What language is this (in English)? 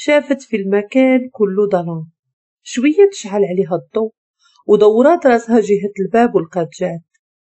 Moroccan Arabic